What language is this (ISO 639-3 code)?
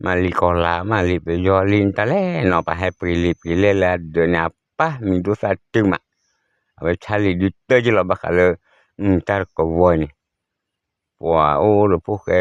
ksw